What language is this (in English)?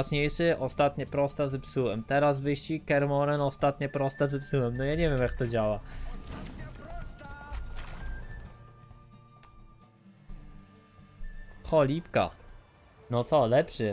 Polish